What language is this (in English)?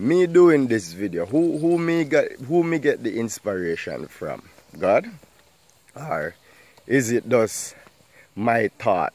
Jamaican Creole English